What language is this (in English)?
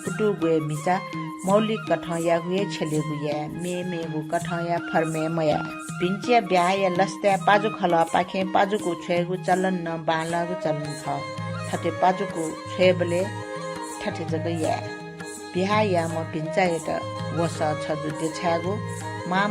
Newari